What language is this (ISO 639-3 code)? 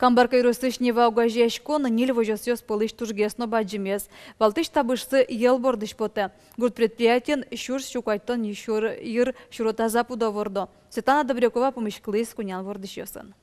udm